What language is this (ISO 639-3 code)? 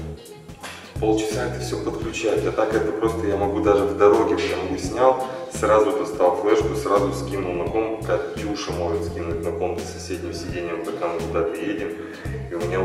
rus